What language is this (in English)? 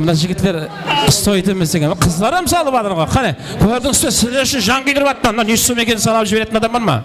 Kara-Kalpak